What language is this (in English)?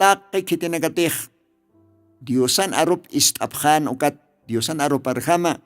Aymara